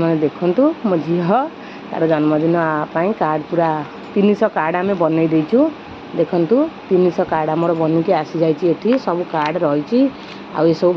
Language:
Odia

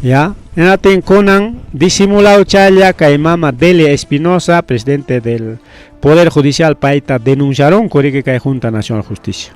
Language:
Ayacucho Quechua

